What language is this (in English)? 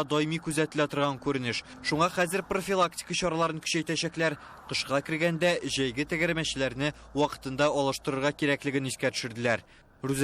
Tatar